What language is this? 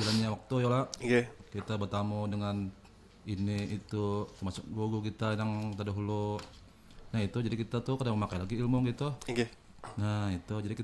Banjar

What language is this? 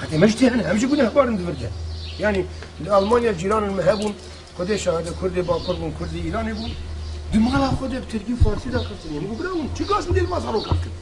Kurdish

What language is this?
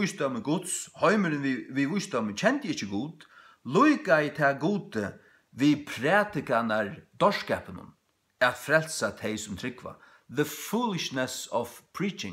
Faroese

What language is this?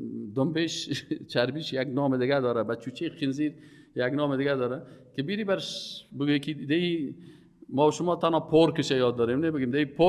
Persian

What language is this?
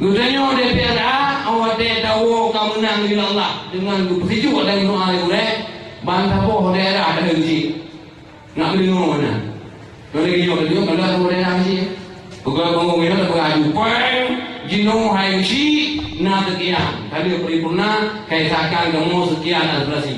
Achinese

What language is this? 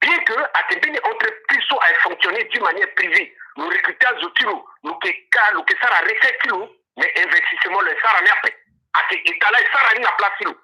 Sango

